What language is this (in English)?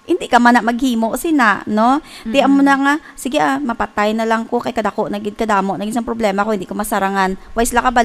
Hiligaynon